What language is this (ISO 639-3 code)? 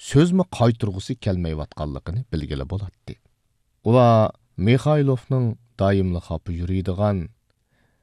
uig